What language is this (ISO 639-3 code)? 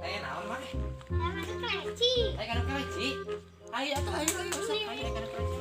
sun